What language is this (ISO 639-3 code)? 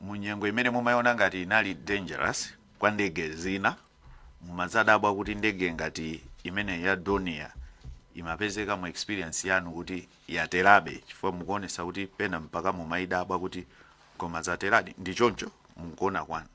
nya